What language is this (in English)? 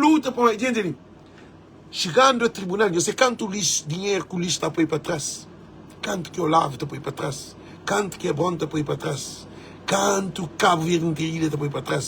Kabuverdianu